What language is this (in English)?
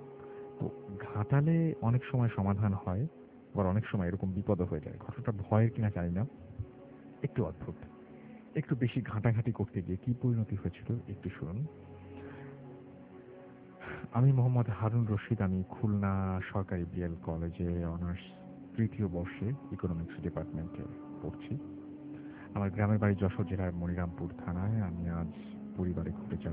Bangla